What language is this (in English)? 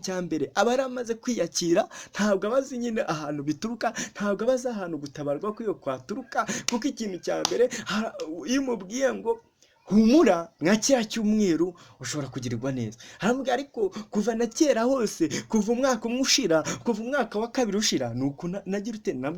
Kinyarwanda